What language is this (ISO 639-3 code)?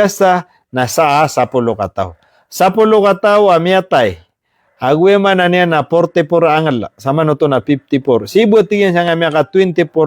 mrw